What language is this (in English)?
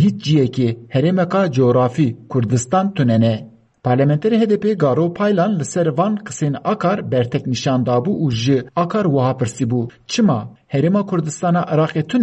Kurdish